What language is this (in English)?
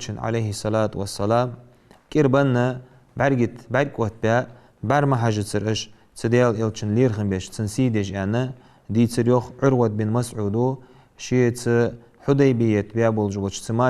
Ingush